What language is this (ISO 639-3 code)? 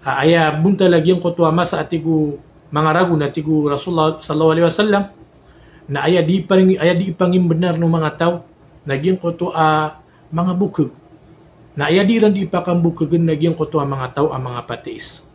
mrw